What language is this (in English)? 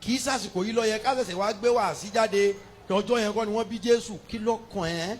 Yoruba